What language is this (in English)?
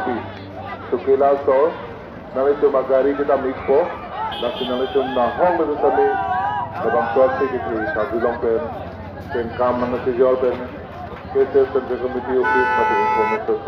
Karbi